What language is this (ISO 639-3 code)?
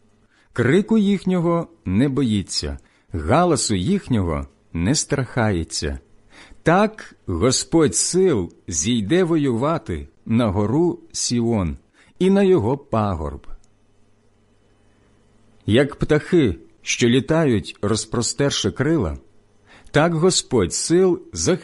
ukr